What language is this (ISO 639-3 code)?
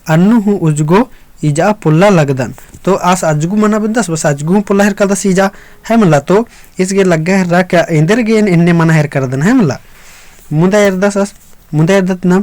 kru